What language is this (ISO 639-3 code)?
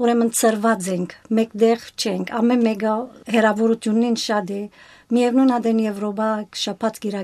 hye